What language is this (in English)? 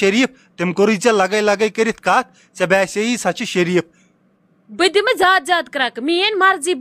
Kashmiri